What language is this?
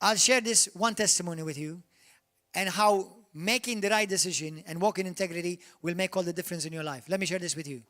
English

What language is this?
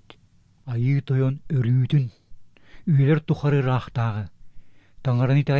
Yakut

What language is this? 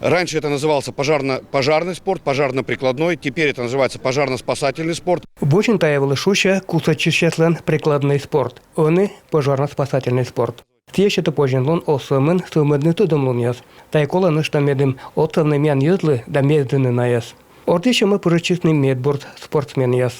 Komi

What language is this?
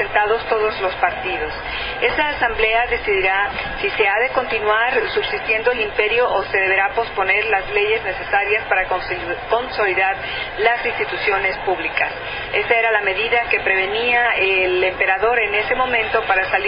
Spanish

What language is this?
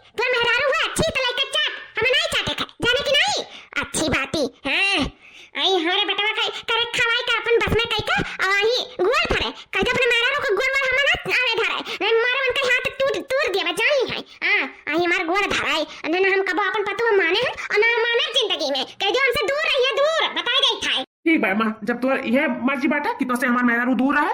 Awadhi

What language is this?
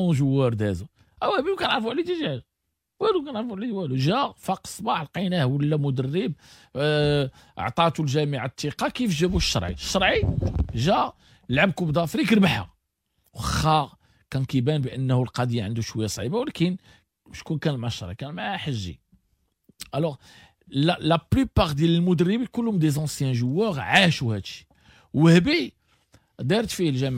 Moroccan Arabic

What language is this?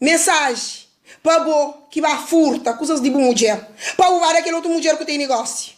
Kabuverdianu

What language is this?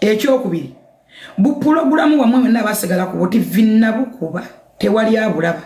Ganda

